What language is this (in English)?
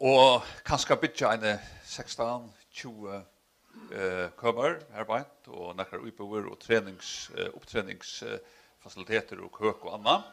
Faroese